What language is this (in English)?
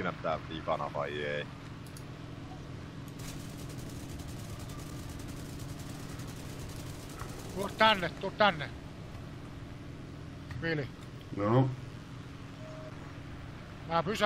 Finnish